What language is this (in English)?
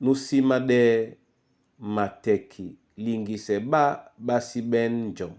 Duala